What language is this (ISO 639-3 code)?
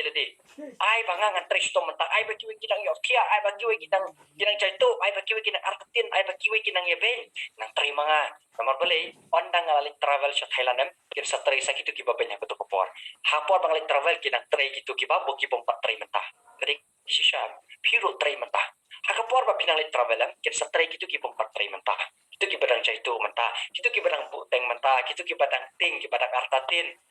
kha